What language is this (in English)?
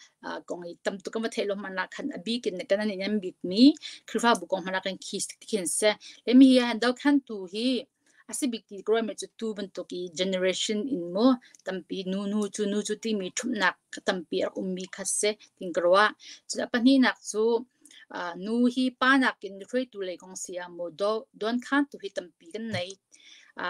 Hakha Chin